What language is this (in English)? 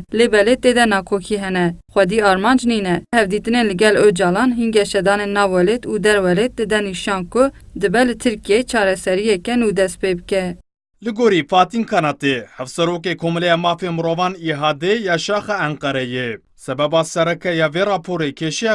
Kurdish